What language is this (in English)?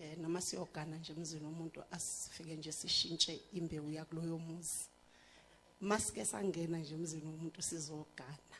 Zulu